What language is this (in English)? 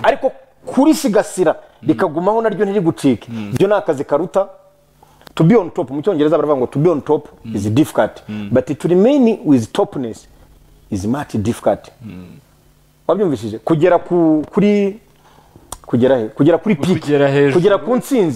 Kinyarwanda